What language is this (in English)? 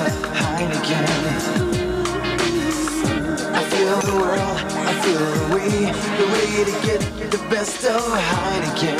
Hebrew